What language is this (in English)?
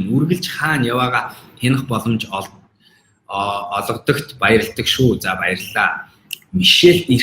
Mongolian